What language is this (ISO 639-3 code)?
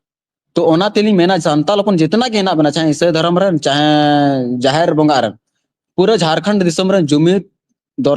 sat